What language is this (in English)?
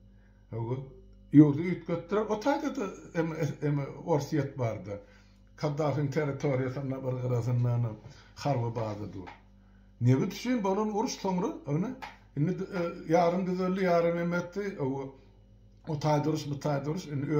Turkmen